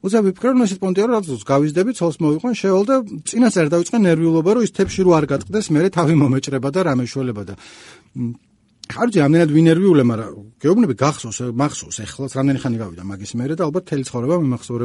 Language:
Georgian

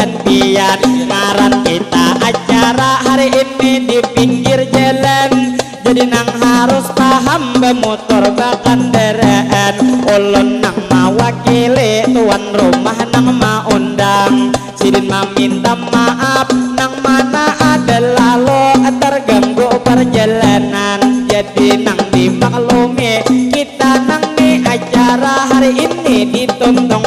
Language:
Banjar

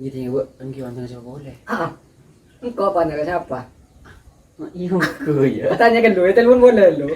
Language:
Madurese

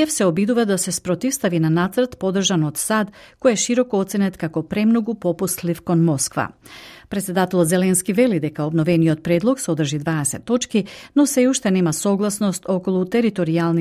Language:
Macedonian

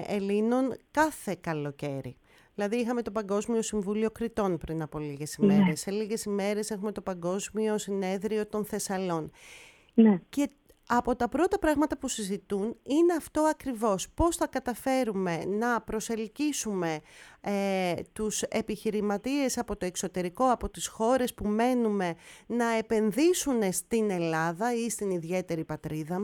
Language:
Greek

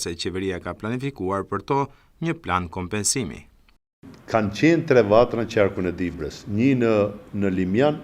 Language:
Albanian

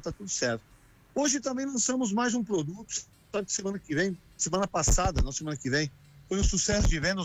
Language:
Portuguese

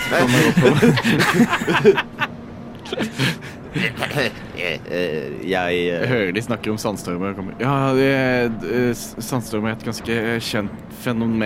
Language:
Norwegian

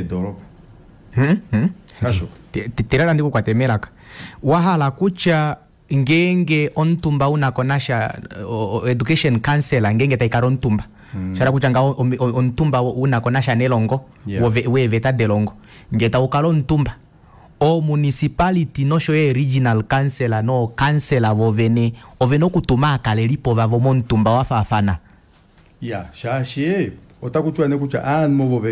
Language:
Kuanyama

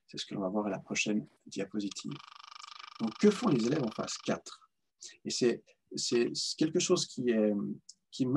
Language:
French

